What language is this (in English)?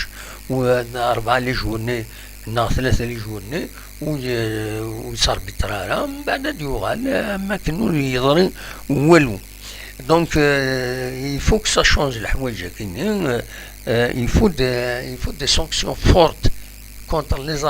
Kabyle